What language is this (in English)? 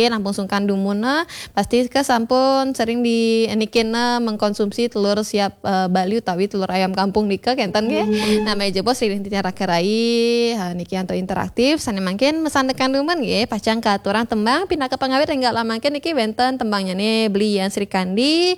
Balinese